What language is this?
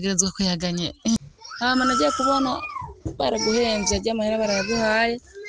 Rundi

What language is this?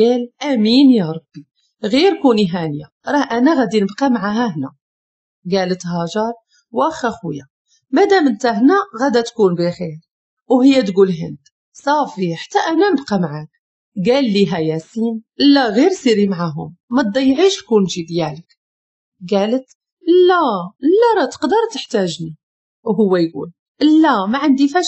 Moroccan Arabic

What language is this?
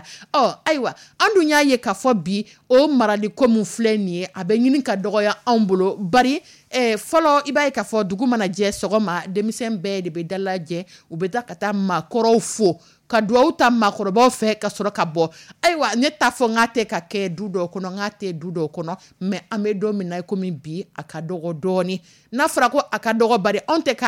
Dyula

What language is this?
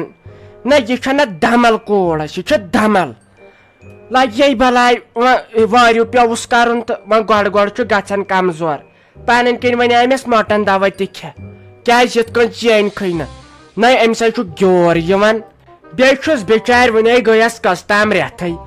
Kashmiri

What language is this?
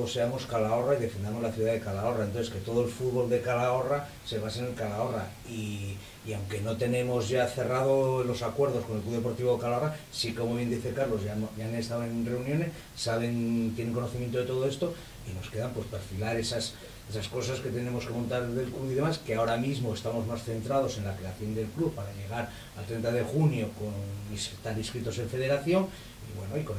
Spanish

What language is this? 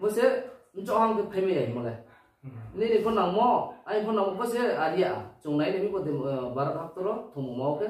Riang (India)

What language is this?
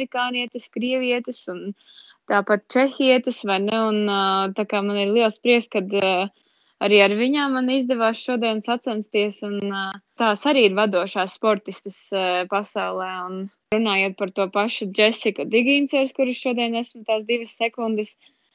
Latvian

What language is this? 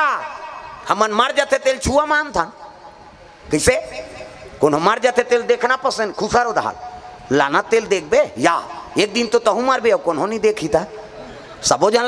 Chhattisgarhi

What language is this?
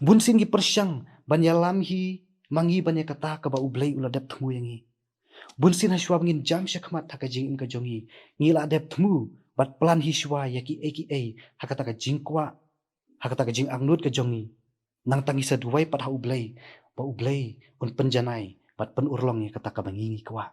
Khasi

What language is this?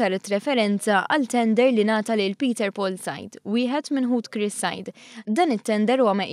Maltese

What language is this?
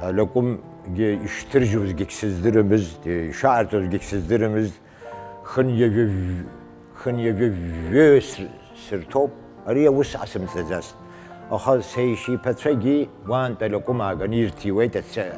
Abkhazian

